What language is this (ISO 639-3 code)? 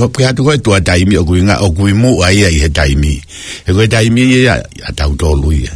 ton